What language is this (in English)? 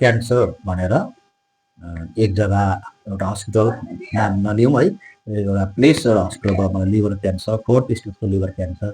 Nepali